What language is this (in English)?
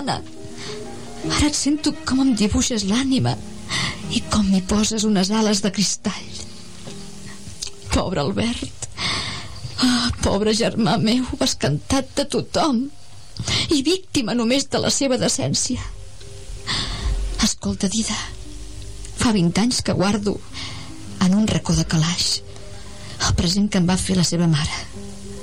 Catalan